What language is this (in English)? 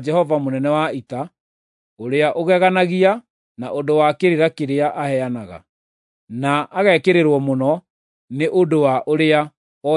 Kikuyu